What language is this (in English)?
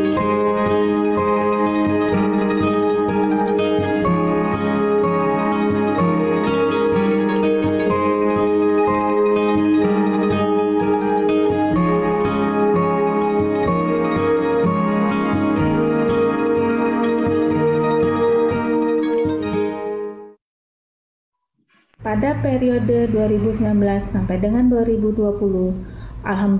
Indonesian